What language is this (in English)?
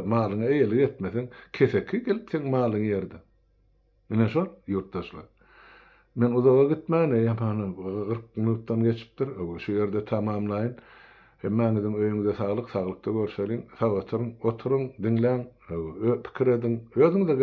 Turkmen